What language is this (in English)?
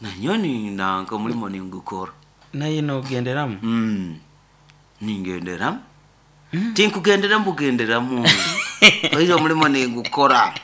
Nyoro